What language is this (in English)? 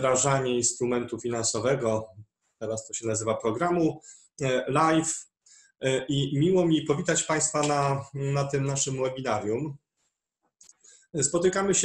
Polish